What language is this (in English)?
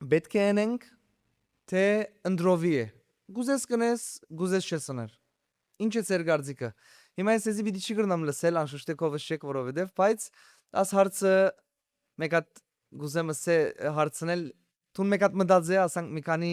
Western Armenian